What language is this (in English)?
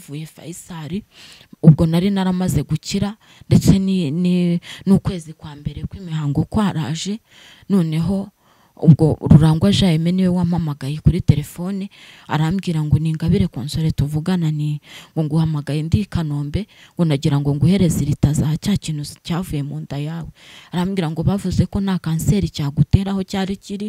Kinyarwanda